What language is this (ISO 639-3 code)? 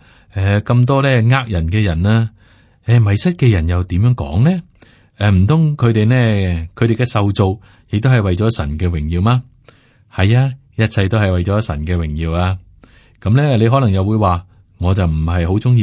yue